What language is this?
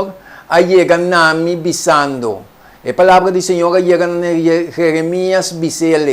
Papiamento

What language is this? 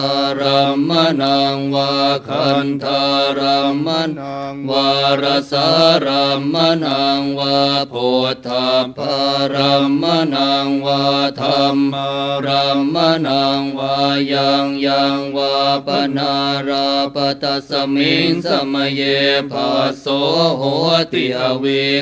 Pali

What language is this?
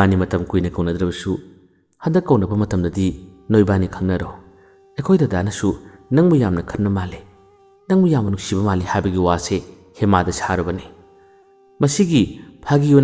Manipuri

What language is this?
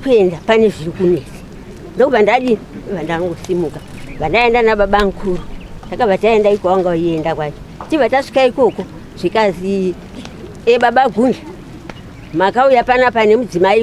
Shona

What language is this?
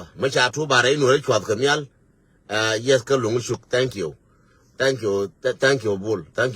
Nuer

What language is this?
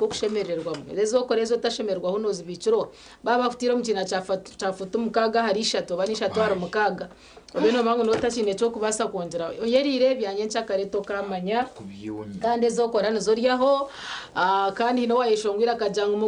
Nyankole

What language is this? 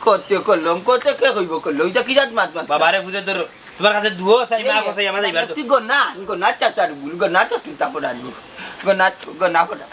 Sylheti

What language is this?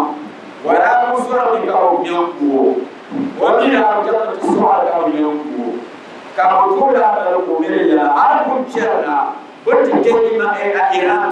Dagbani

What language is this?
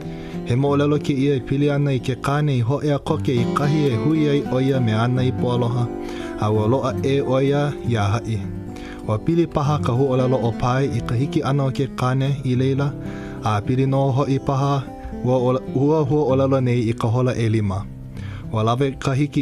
Hawaiian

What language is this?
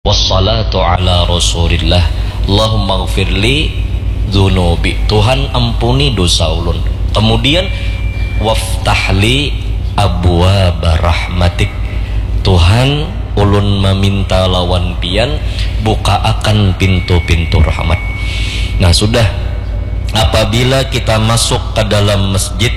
Banjar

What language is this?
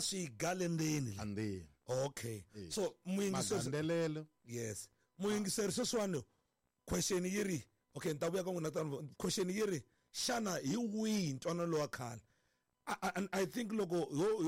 Tsonga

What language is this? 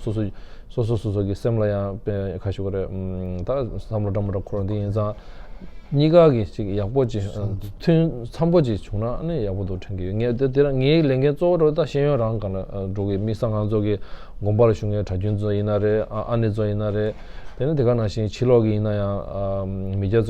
Tibetan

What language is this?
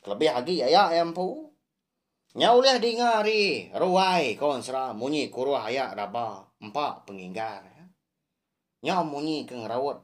Iban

